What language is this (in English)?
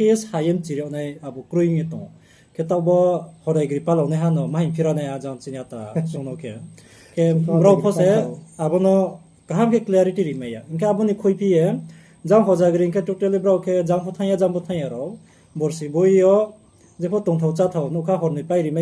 Riang (India)